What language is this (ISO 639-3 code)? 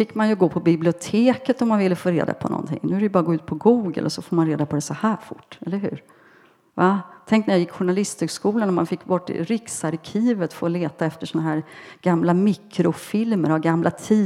swe